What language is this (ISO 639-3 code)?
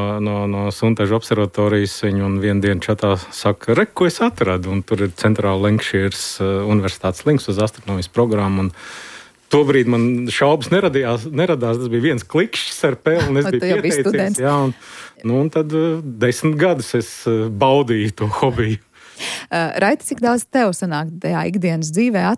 lav